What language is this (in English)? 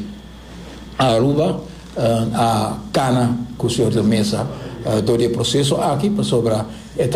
Papiamento